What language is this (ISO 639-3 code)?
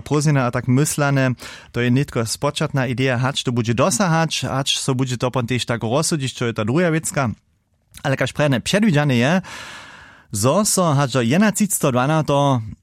hsb